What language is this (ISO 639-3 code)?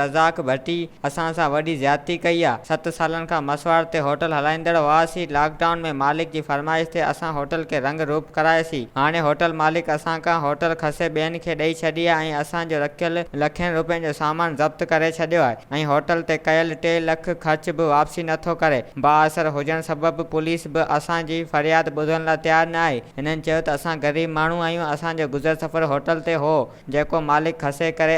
snd